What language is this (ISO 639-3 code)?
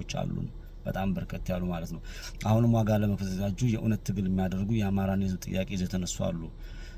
amh